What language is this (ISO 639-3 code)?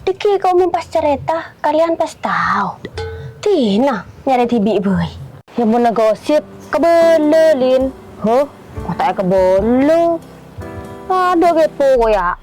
mad